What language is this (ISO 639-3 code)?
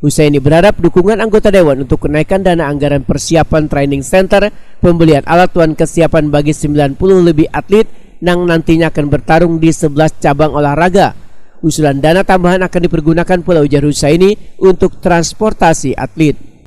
bjn